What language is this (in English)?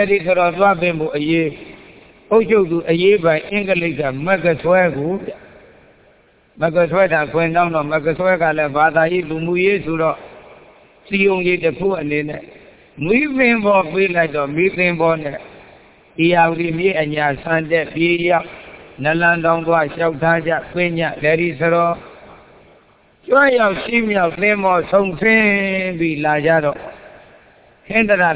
Burmese